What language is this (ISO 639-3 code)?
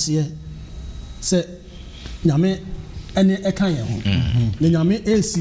aka